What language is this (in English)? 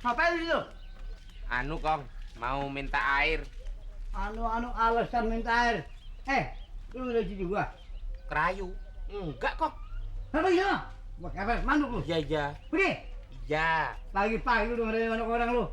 Betawi